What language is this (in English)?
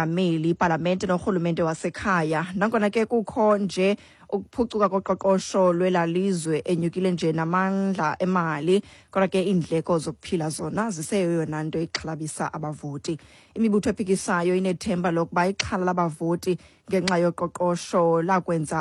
Xhosa